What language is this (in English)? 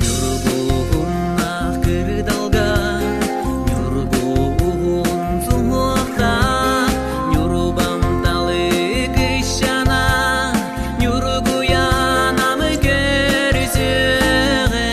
Yakut